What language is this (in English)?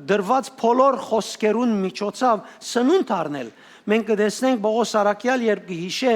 Western Armenian